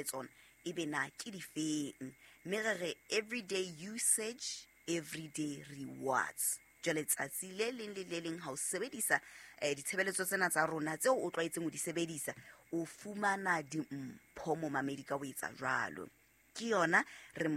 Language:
Southern Sotho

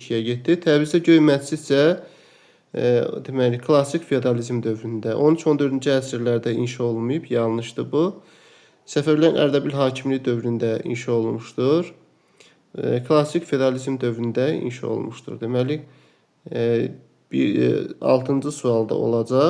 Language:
Azerbaijani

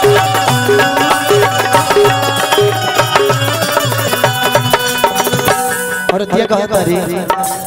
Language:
Bhojpuri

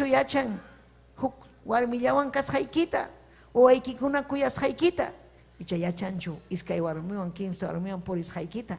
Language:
Ayacucho Quechua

